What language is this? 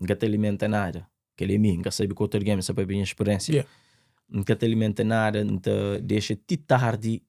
Kabuverdianu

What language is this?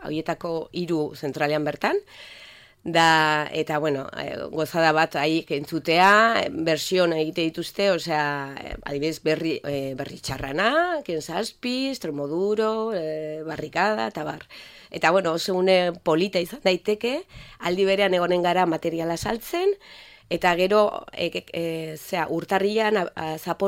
Basque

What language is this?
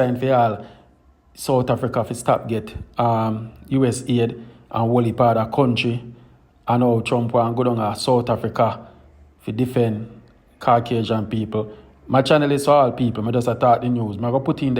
Jamaican Creole English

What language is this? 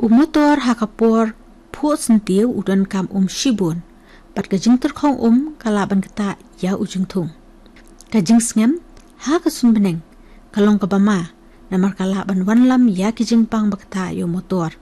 Khasi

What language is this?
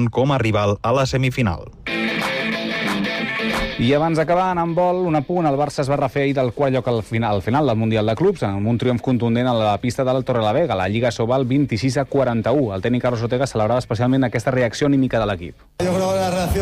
Catalan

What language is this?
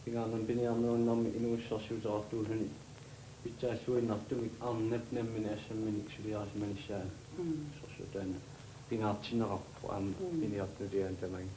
Kalaallisut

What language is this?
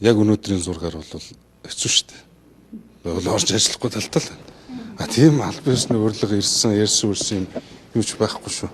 Mongolian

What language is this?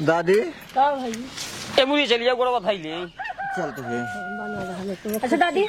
Awadhi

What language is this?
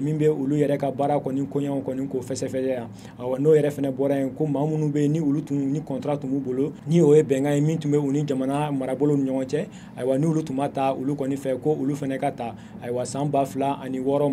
Bambara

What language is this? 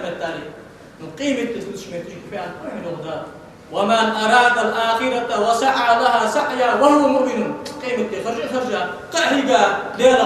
Ingush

